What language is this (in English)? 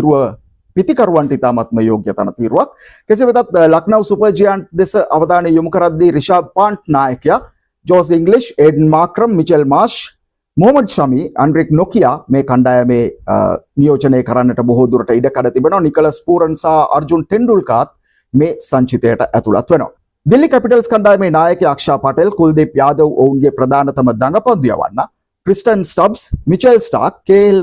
Sinhala